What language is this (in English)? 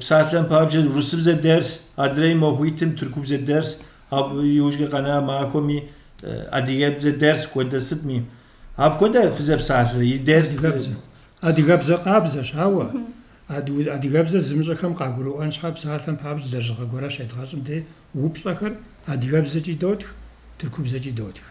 Kabardian